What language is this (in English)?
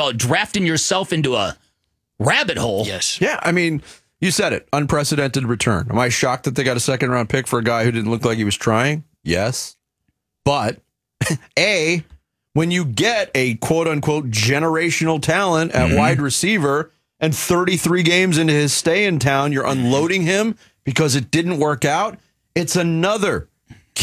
English